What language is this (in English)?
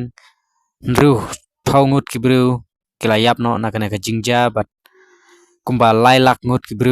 Khasi